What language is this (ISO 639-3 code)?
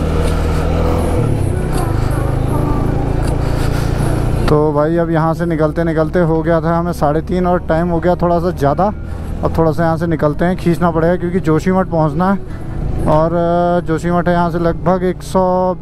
hin